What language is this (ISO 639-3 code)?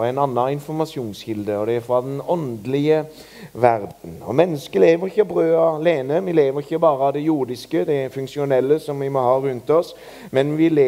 nor